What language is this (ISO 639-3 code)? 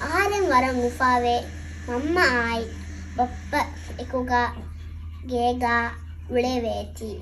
div